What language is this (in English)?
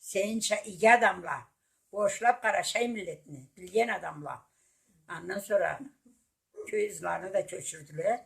Karachay-Balkar